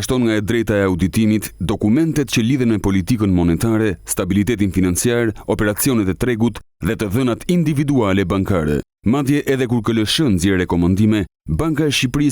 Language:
Albanian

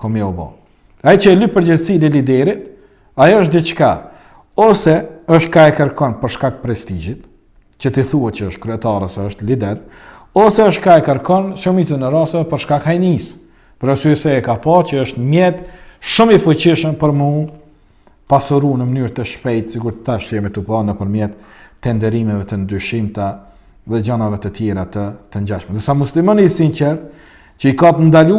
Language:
Albanian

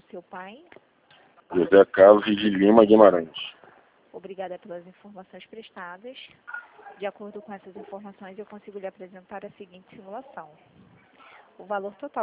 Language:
Portuguese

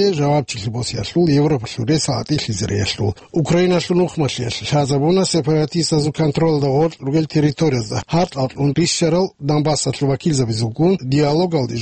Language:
Avaric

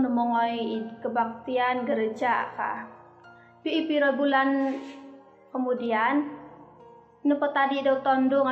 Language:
Central Dusun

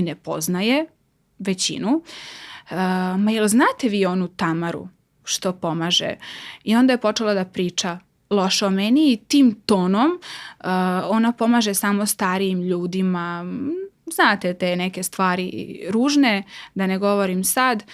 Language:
Macedonian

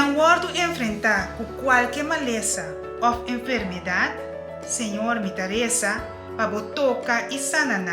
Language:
Papiamento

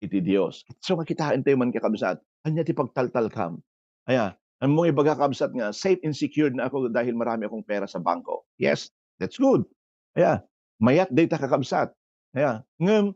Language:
Iloko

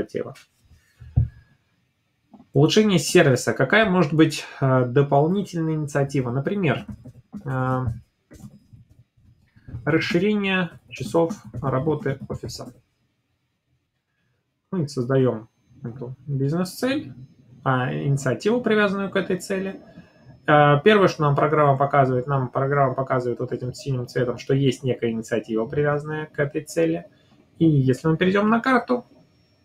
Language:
Russian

